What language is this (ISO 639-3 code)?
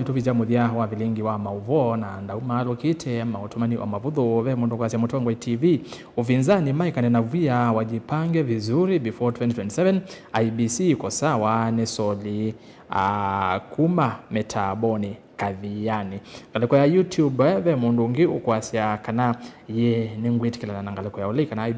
kam